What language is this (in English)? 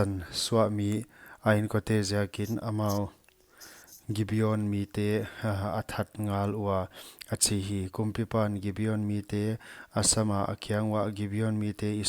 Paite Chin